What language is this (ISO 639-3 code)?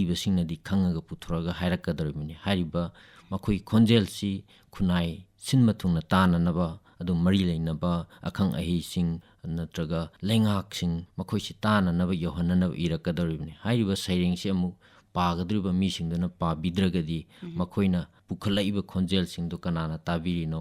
mni